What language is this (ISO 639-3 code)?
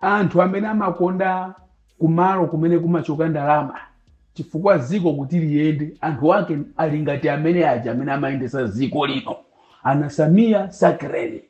nya